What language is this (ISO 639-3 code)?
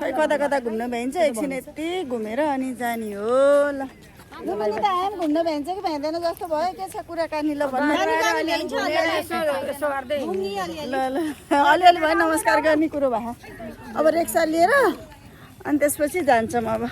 nep